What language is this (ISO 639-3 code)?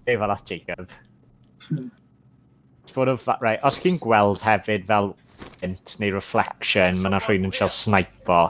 cym